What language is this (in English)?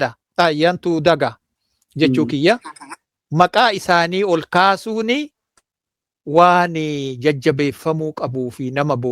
Oromo